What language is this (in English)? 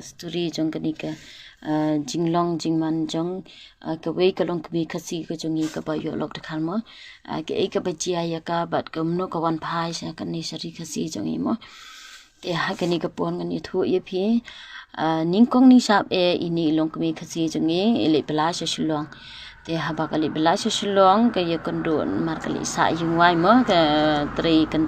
Khasi